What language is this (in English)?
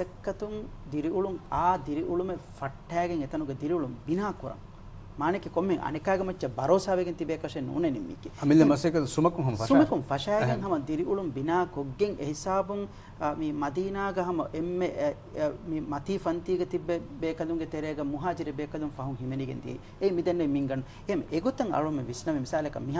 Divehi